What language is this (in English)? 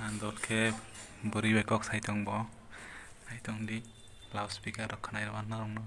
Kok Borok